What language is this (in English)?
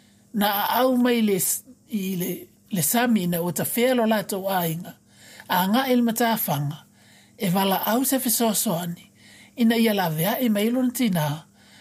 Samoan